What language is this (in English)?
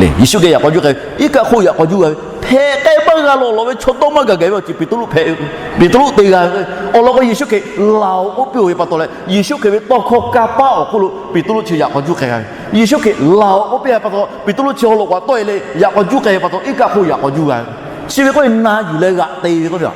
Lahu